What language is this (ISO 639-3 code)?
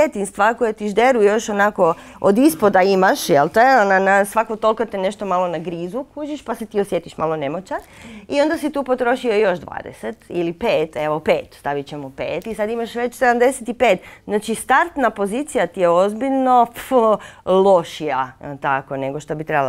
hrv